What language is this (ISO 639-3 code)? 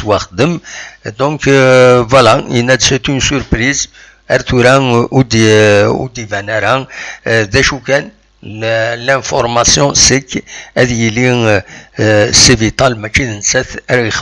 kab